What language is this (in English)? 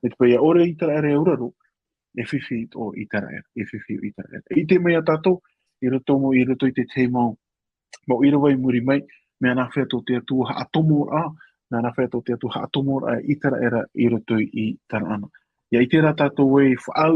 Tahitian